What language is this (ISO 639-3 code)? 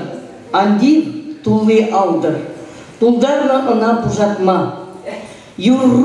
chv